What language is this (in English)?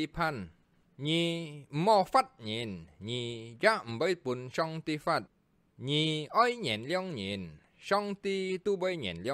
Hakka Chinese